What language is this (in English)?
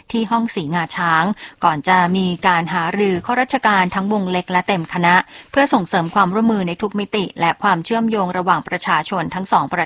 Thai